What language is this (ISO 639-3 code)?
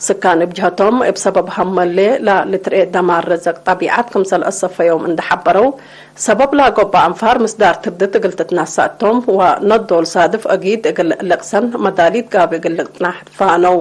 tig